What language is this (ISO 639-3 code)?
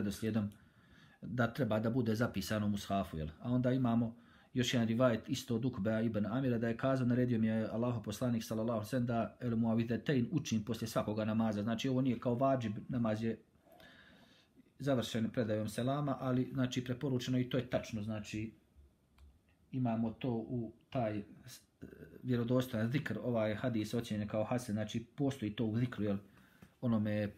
bos